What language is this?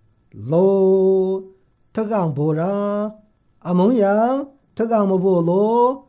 Maru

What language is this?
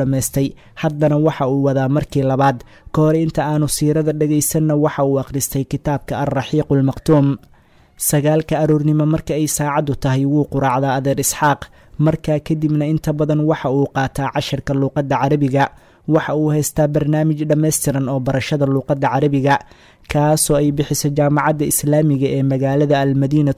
Somali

